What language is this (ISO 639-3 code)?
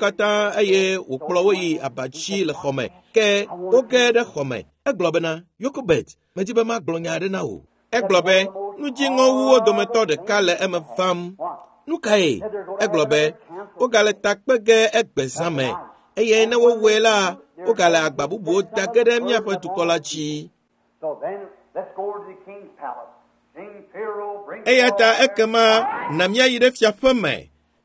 ewe